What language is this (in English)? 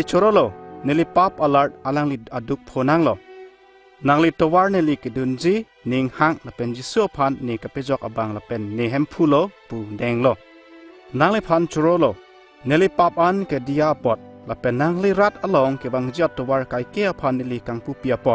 Karbi